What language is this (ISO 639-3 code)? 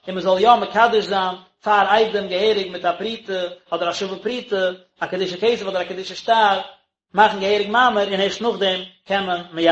yid